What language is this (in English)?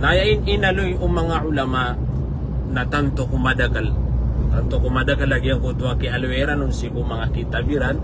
Maranao